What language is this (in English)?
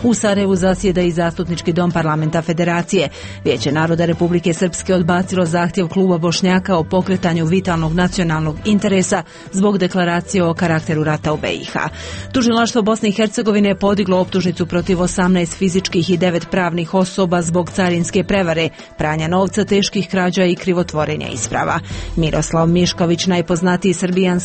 Bosnian